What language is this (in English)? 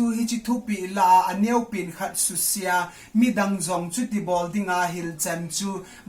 Thado Chin